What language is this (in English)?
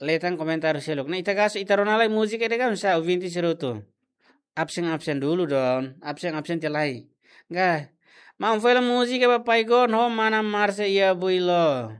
Tetum